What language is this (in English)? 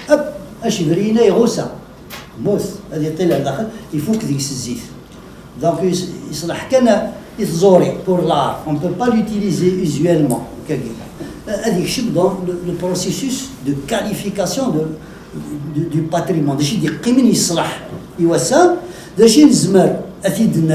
Kabyle